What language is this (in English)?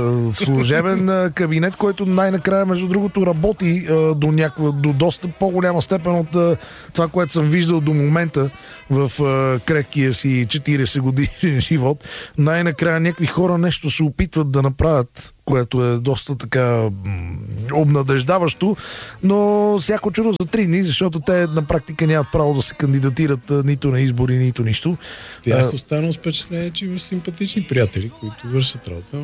Bulgarian